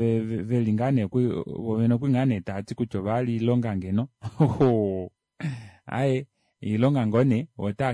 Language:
Kuanyama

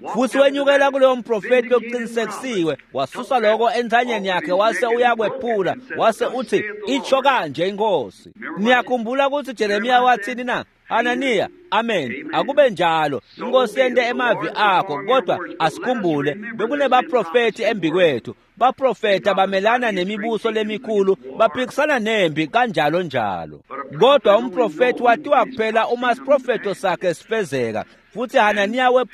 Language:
Swati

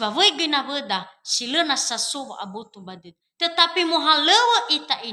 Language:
Nias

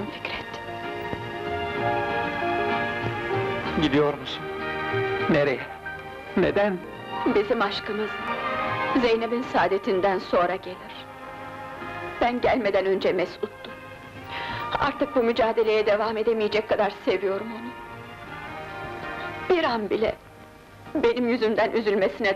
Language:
Turkish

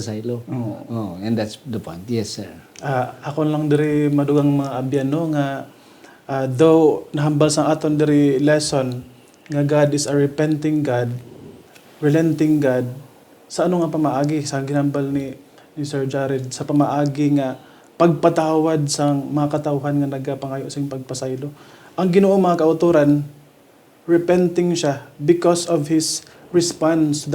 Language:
Hiligaynon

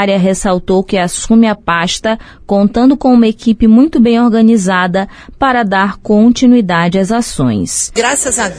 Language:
Portuguese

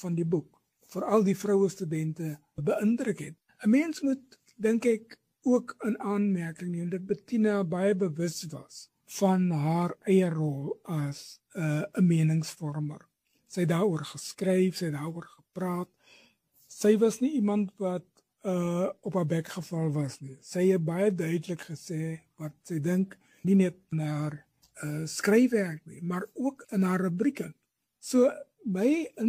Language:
Afrikaans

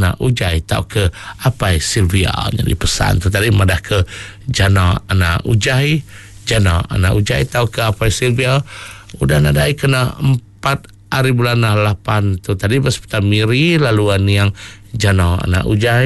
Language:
Iban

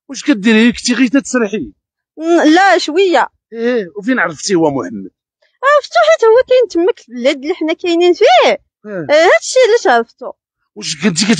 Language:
Moroccan Arabic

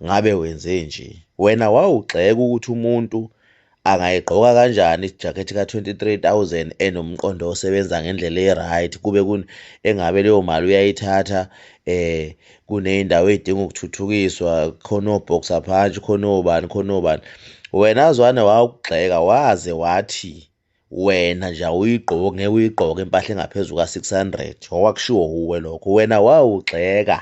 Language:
Zulu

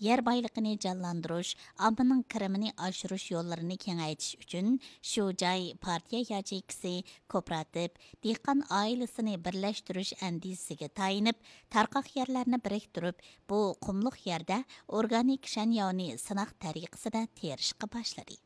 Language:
Uyghur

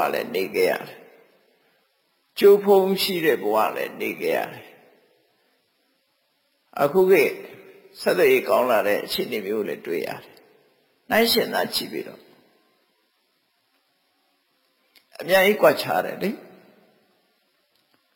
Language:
Burmese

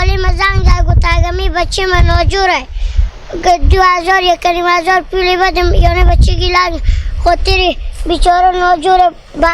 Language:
Hazaragi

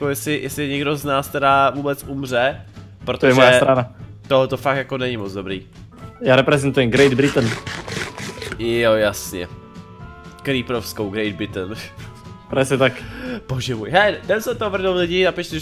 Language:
Czech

